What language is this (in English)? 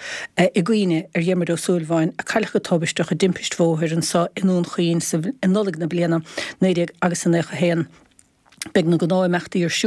Irish